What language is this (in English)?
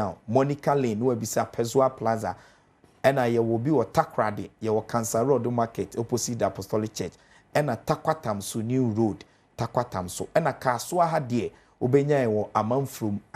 Akan